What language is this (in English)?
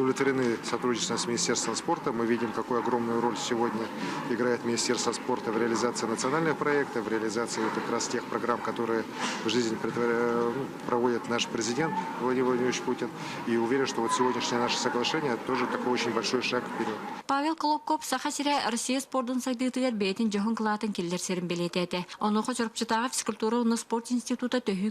Yakut